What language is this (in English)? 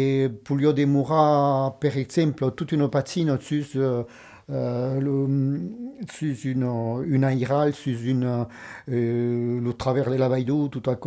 Occitan